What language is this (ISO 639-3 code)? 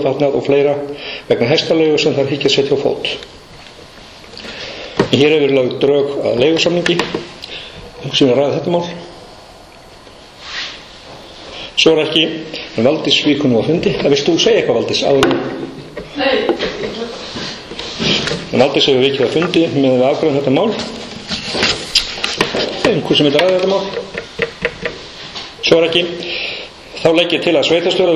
isl